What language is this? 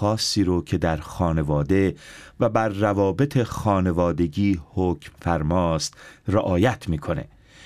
Persian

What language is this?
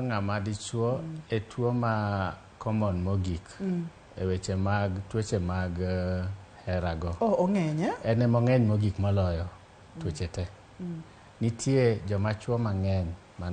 Luo (Kenya and Tanzania)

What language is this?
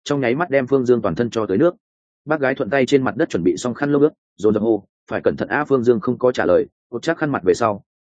Vietnamese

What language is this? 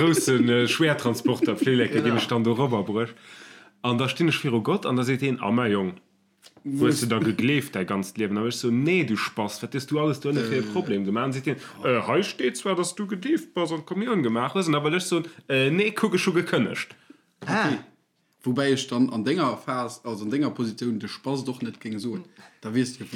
Luxembourgish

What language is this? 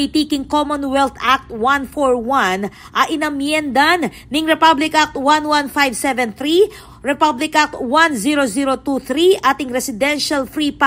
Pampanga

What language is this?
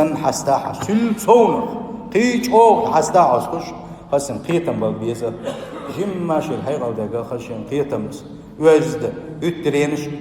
Chechen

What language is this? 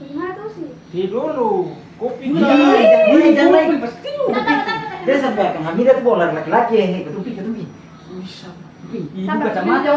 Ambonese Malay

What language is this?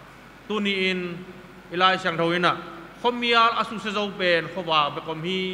Tedim Chin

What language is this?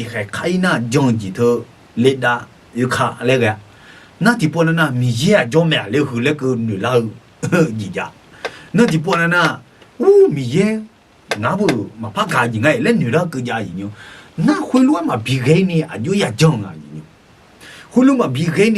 Akha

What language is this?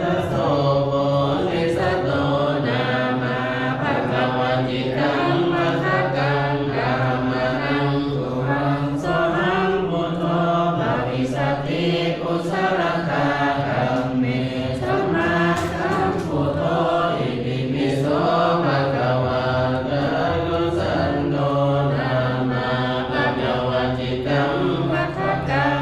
Pali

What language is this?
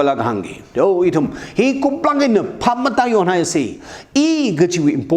Tangkhul Naga (India)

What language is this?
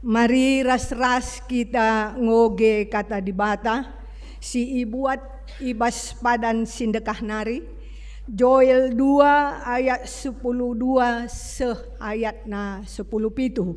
Batak Karo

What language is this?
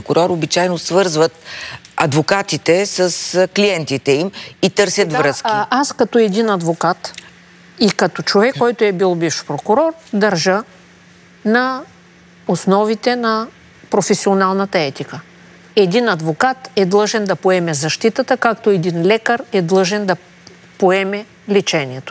Bulgarian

